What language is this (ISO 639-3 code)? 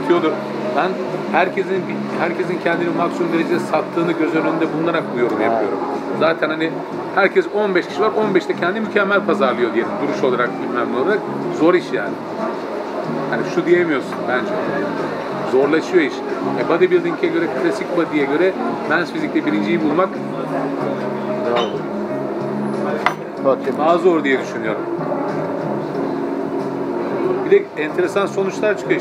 tur